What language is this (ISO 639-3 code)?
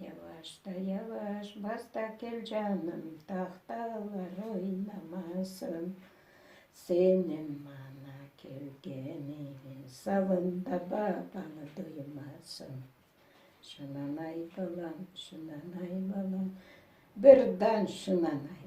crh